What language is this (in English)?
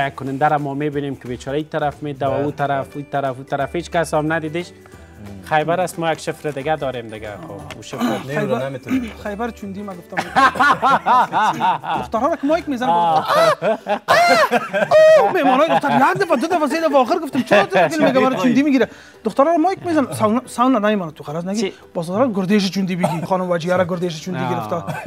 Persian